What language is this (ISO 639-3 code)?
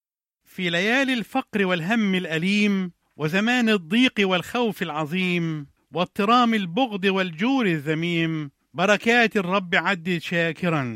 ara